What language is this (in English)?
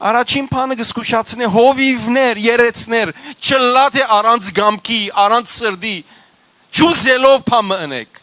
Western Armenian